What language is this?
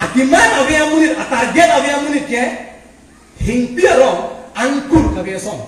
Karbi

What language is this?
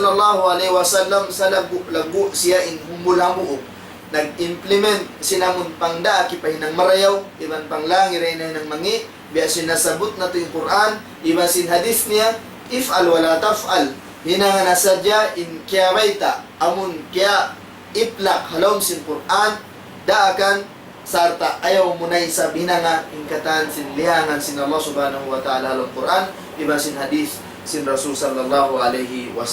Tausug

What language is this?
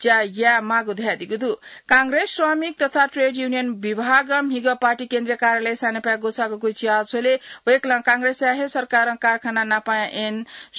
Newari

